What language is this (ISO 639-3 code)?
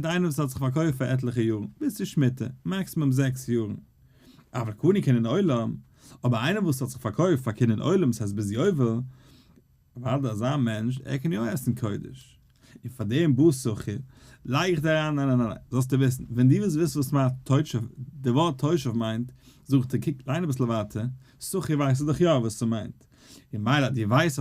yid